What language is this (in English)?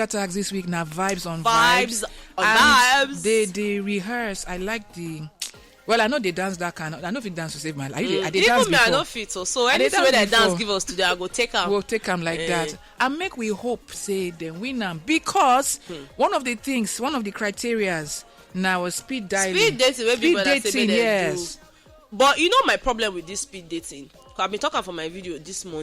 Nigerian Pidgin